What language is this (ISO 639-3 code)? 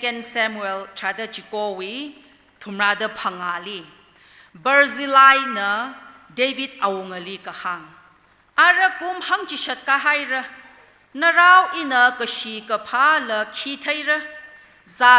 nmf